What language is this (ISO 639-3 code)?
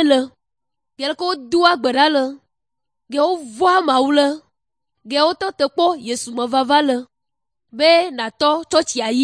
ewe